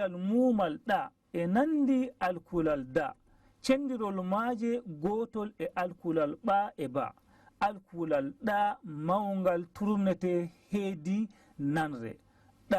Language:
Fula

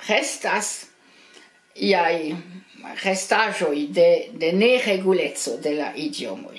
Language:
Esperanto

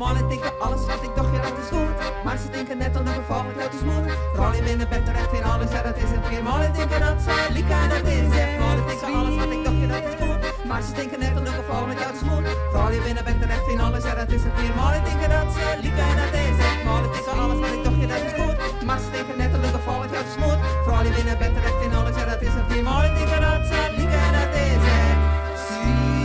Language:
Western Frisian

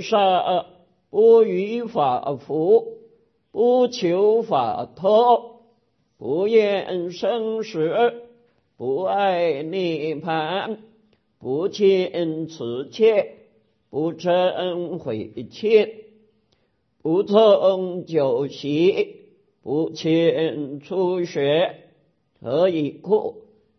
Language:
Chinese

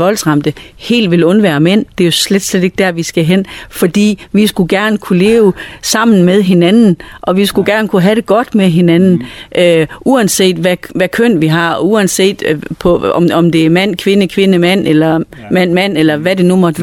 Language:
Danish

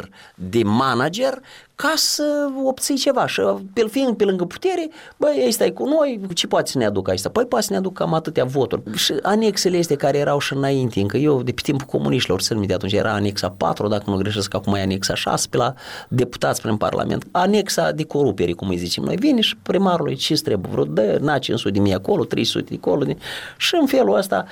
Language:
Romanian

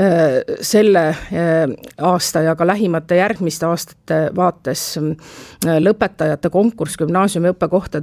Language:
Estonian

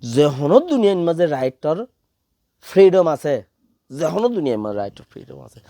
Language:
Rohingya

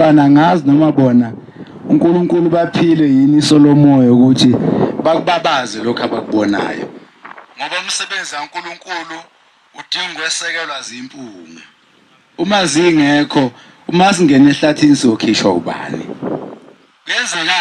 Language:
Zulu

